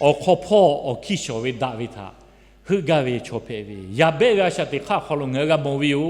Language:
Lahu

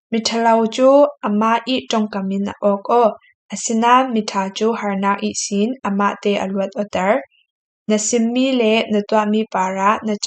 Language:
Falam Chin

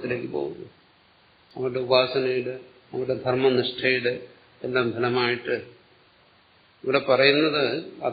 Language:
Malayalam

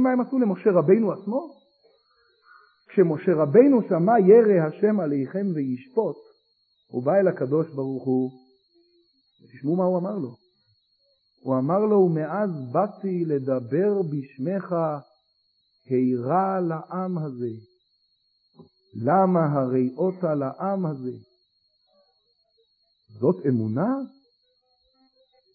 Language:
Hebrew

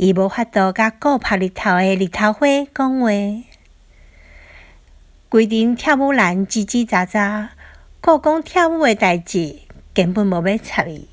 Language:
Min Nan Chinese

